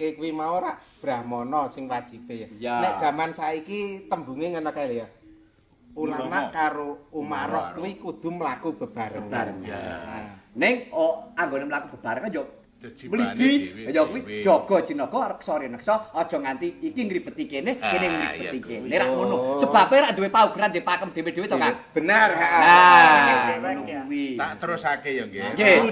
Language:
Javanese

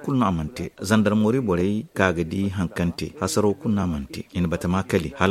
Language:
Zarma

